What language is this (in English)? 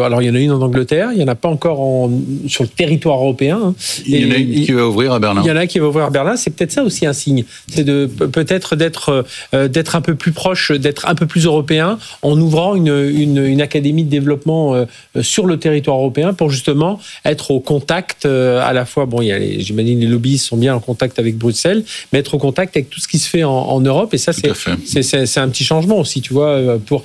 French